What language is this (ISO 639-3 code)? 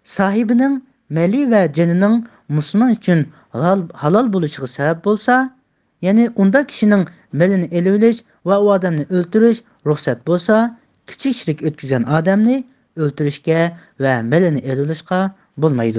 uig